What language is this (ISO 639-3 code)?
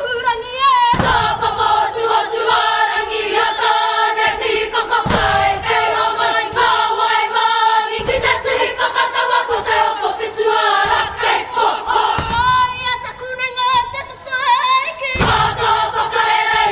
mri